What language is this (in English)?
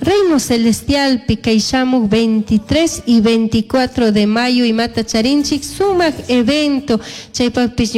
Chimborazo Highland Quichua